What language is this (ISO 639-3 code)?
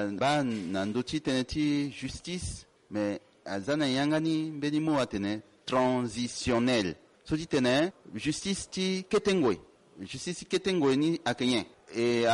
sag